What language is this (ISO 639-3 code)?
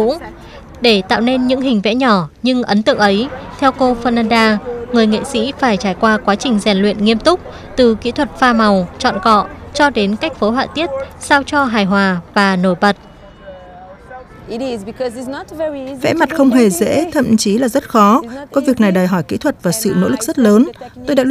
vie